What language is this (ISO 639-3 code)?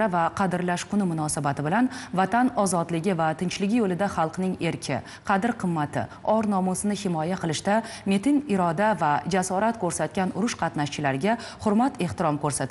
uzb